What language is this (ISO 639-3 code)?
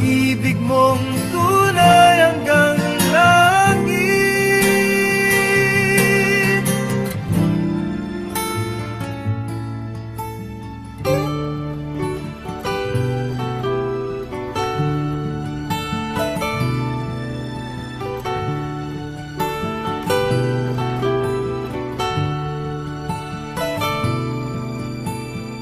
fil